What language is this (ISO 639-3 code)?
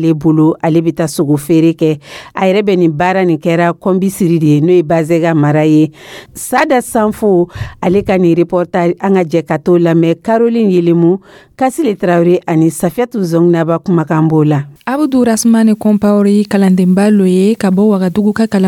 dyu